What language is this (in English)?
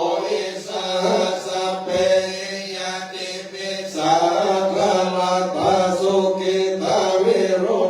Pali